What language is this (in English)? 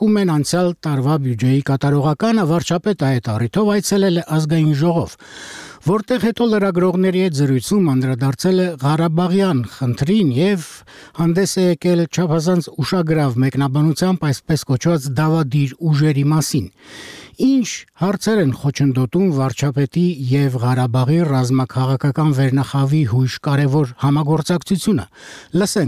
Armenian